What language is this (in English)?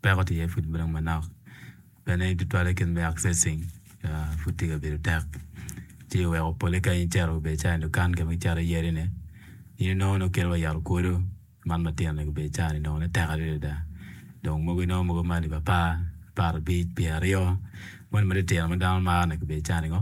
Acoli